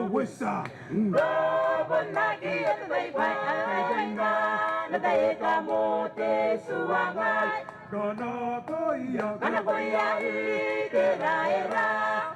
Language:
Gilbertese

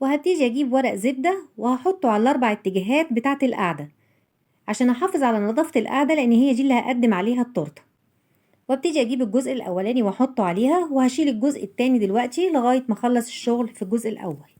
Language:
Egyptian Arabic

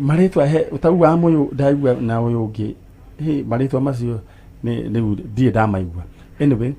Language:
Kikuyu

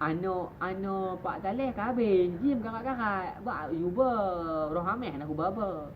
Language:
Achinese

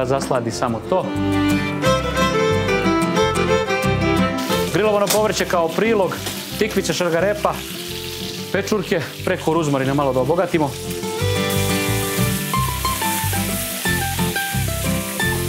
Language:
Serbian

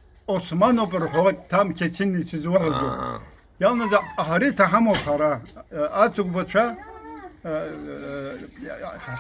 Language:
Abkhazian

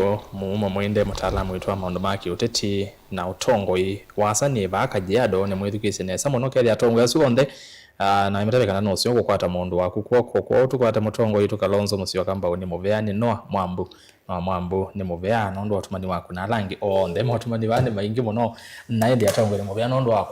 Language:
Kamba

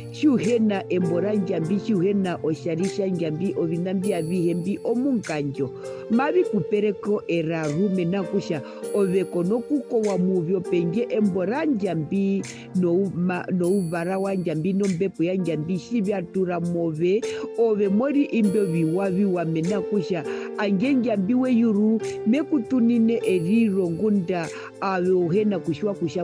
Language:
Herero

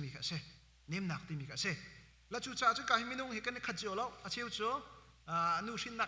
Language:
Hakha Chin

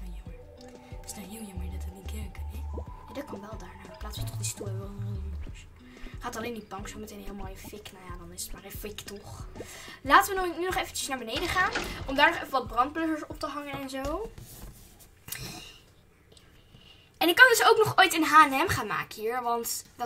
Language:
Dutch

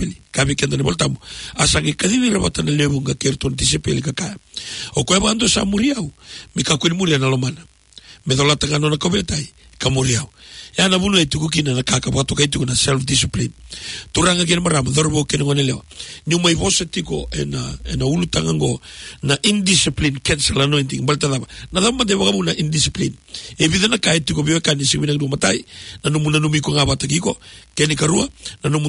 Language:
Fijian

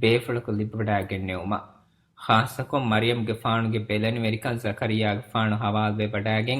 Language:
Divehi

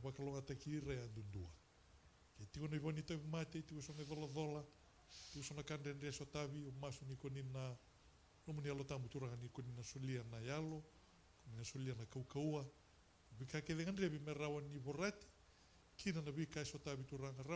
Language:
Fijian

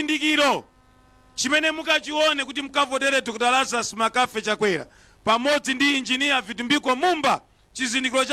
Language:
Nyanja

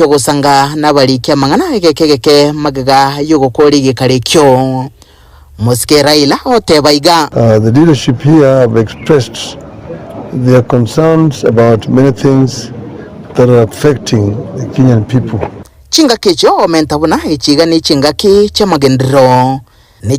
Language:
Gusii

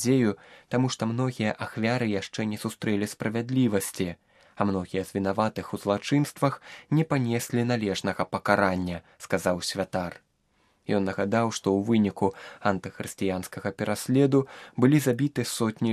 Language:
Belarusian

